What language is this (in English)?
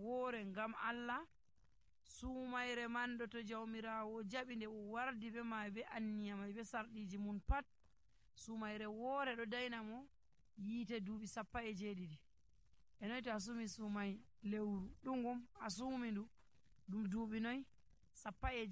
Nigerian Fulfulde